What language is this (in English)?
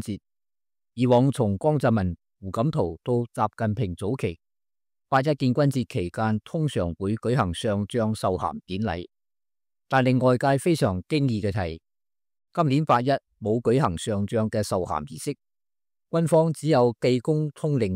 Cantonese